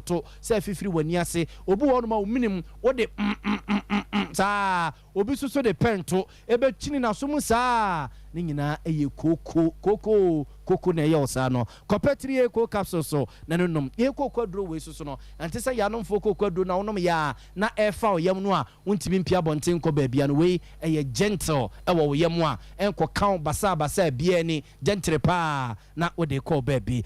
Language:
Akan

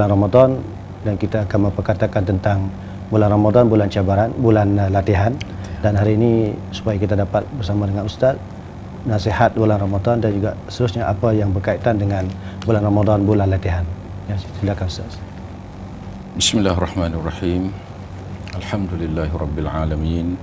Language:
Malay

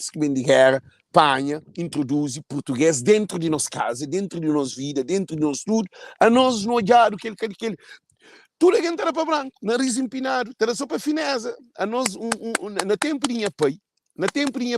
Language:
Kabuverdianu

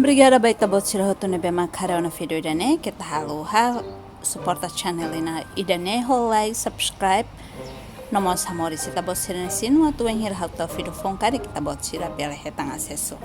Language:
Tetum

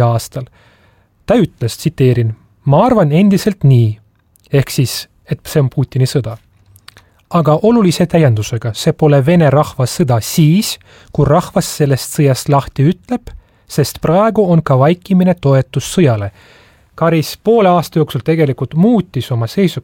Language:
Estonian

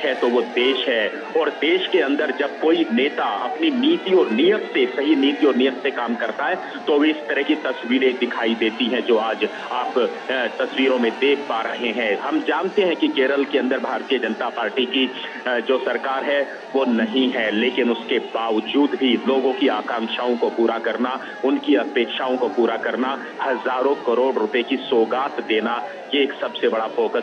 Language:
Hindi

